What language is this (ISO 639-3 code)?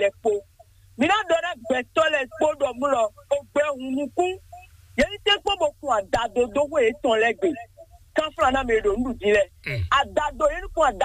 fon